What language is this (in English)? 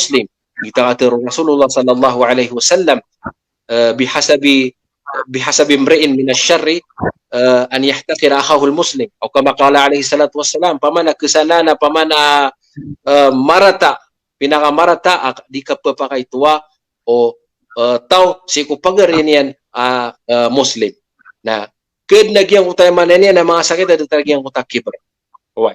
Maranao